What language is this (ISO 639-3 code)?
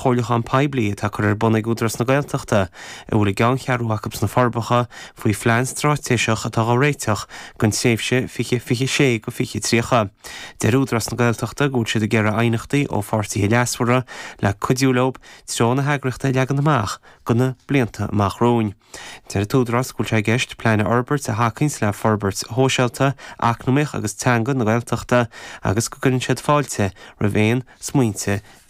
gle